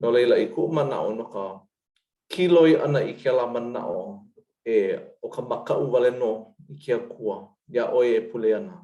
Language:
Hawaiian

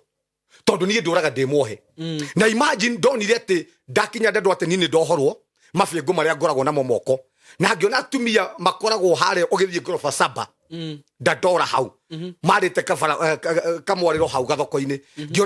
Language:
Kikuyu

